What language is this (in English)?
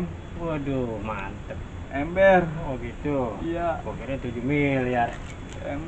Betawi